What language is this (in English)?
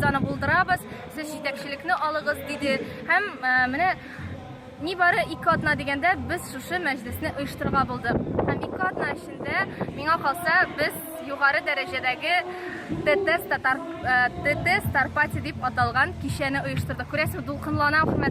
Tatar